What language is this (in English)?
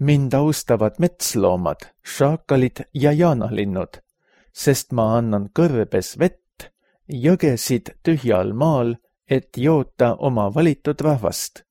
Estonian